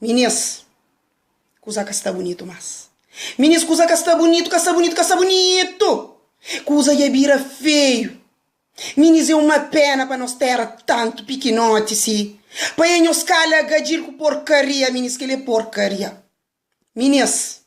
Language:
Kabuverdianu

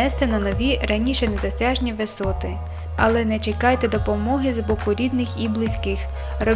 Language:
Ukrainian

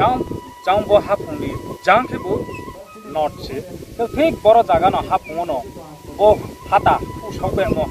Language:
Riang (India)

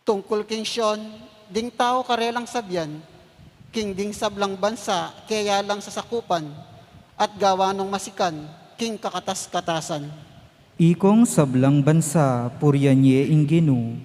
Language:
Pampanga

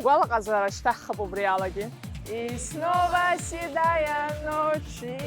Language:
Abkhazian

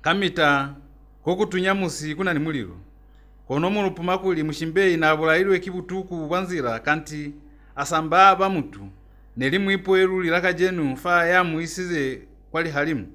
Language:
Lozi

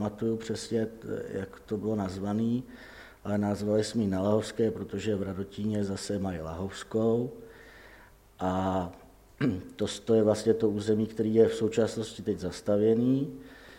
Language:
Czech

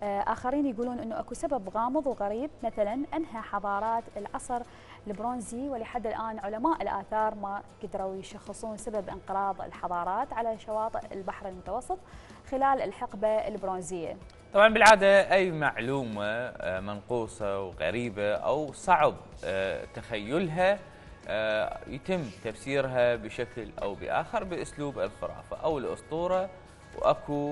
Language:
Mesopotamian Arabic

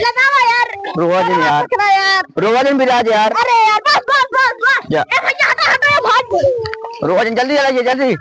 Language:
Awadhi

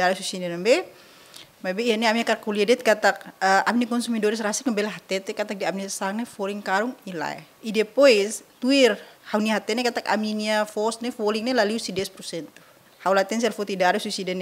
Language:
Tetum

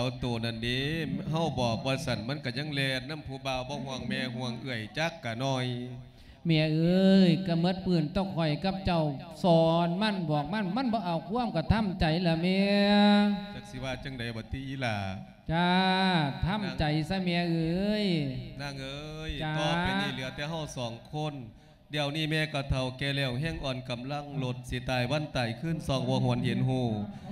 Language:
Lao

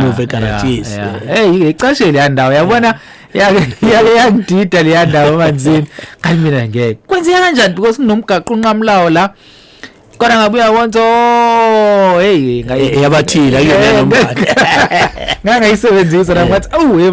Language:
Zulu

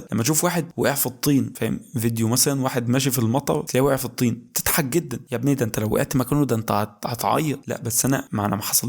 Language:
Egyptian Arabic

